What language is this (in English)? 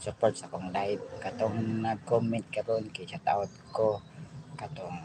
Cebuano